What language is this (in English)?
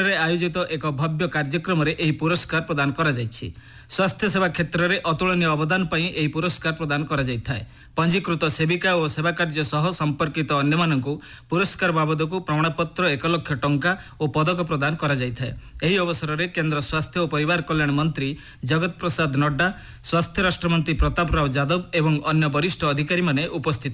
Odia